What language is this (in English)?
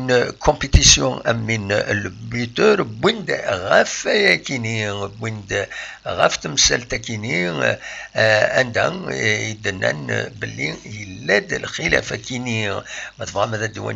Kabyle